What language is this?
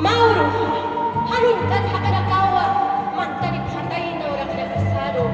Aymara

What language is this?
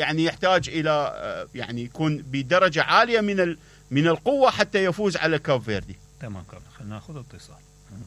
Mesopotamian Arabic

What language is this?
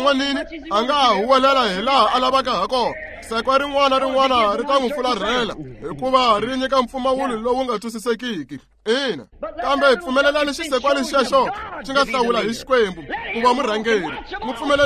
Tsonga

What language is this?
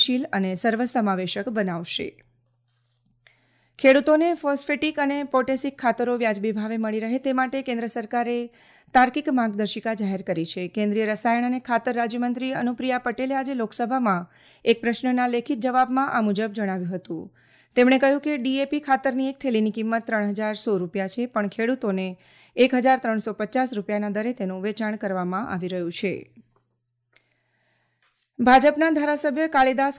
Gujarati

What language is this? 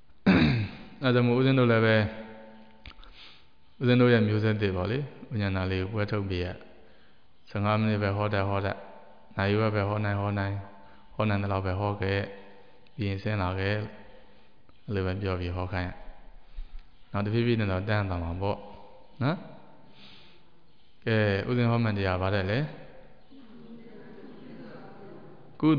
Burmese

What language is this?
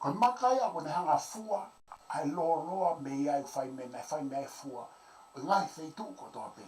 Tongan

